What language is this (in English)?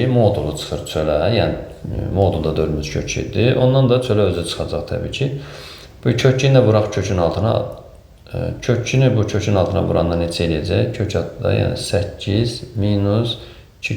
Azerbaijani